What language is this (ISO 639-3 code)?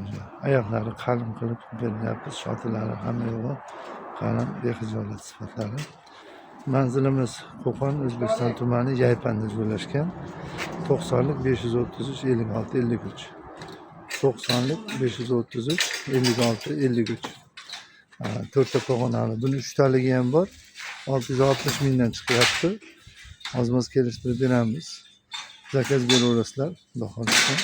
uzb